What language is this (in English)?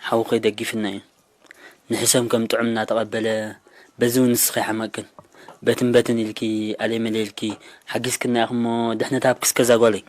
Tigrinya